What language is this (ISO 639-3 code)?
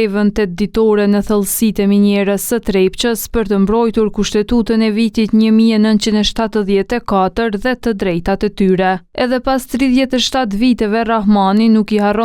sqi